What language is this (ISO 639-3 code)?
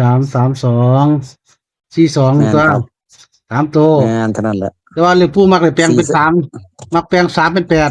tts